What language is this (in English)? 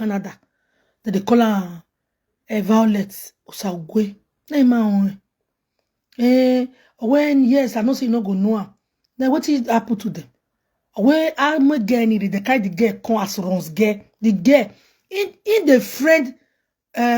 Nigerian Pidgin